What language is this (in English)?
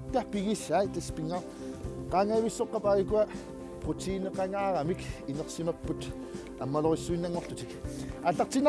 Kalaallisut